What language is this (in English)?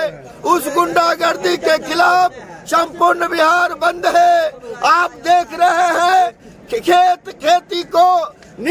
Hindi